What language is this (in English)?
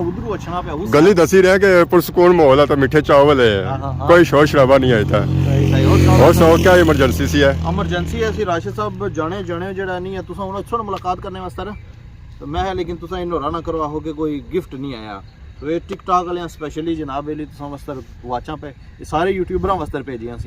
Pahari-Potwari